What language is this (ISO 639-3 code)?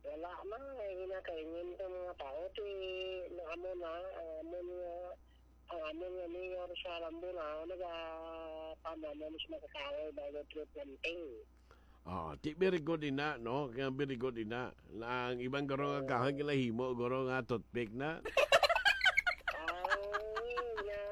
hil